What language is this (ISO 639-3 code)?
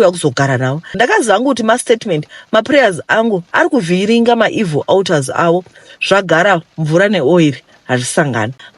sna